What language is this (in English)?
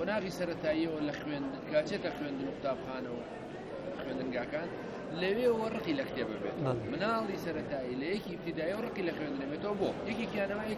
Central Kurdish